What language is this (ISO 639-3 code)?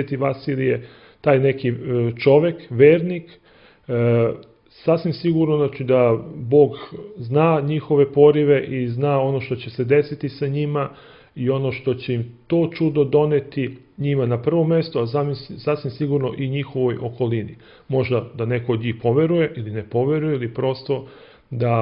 srp